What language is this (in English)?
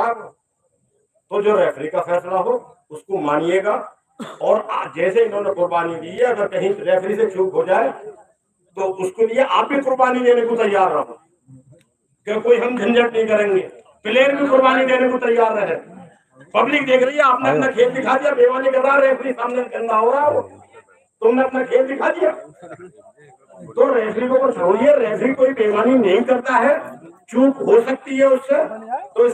Hindi